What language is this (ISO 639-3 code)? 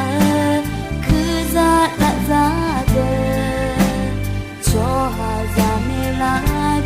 ahk